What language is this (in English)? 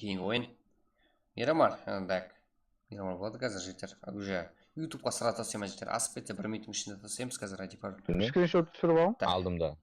Kara-Kalpak